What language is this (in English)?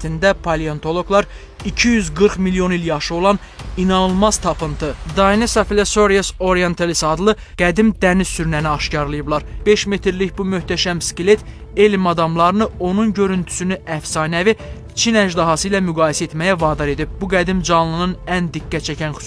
Azerbaijani